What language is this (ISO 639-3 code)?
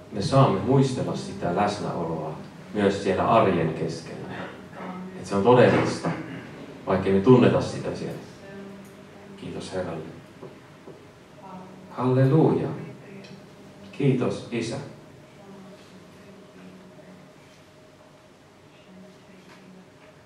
fin